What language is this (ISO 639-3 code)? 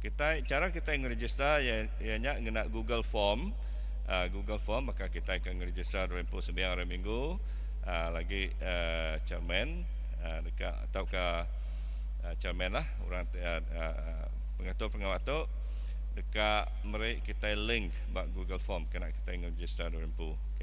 iba